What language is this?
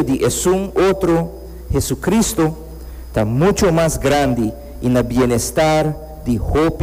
Papiamento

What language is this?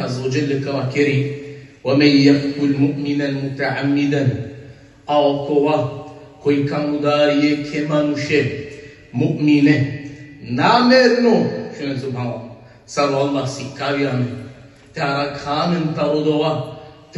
Balkan Romani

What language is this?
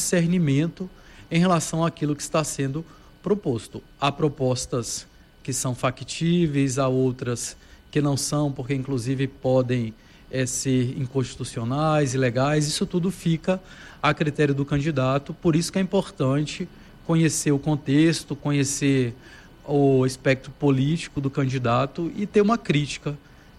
Portuguese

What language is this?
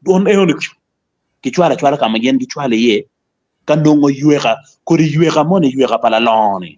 Acoli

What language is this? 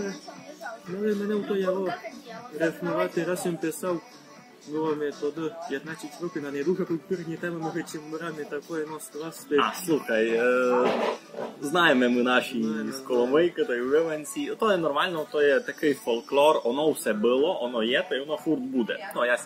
Rusyn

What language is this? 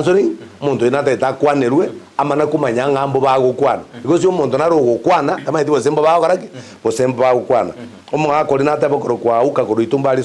Gusii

